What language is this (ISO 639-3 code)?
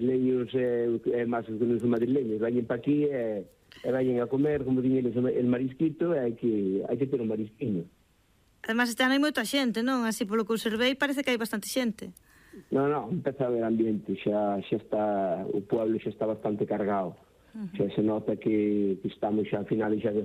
glg